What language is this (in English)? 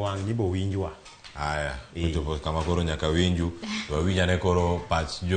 Luo (Kenya and Tanzania)